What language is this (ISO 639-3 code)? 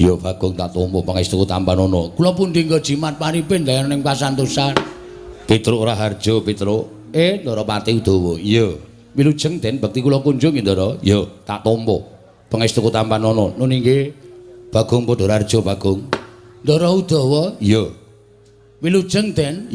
jav